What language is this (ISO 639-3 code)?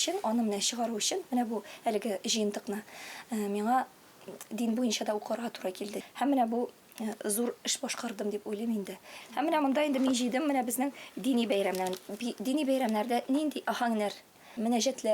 tat